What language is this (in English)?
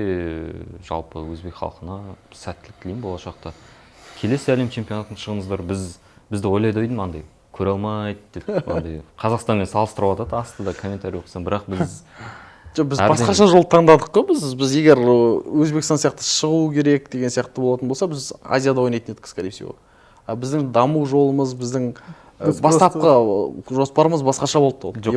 Kazakh